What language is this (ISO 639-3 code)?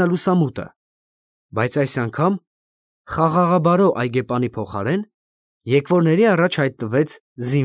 hye